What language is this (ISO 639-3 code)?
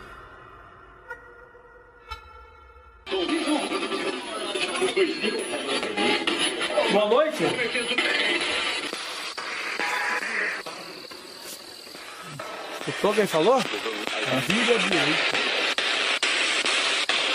por